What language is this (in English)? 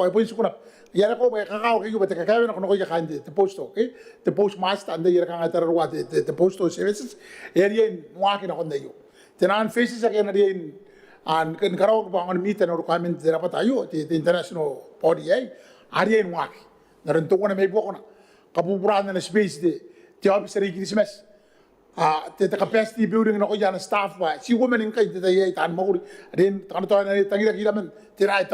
Gilbertese